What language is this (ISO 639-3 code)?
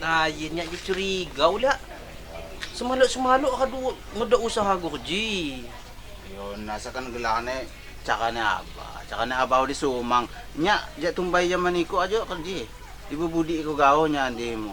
ljp